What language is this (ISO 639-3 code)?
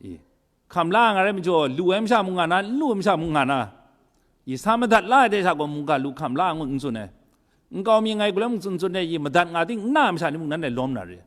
kac